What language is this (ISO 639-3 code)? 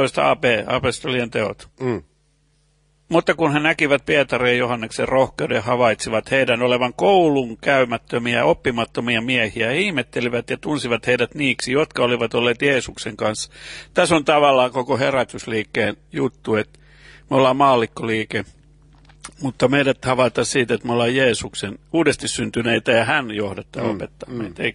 fin